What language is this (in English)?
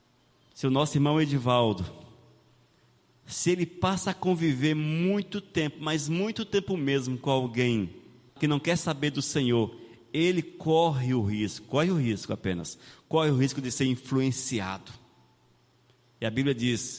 Portuguese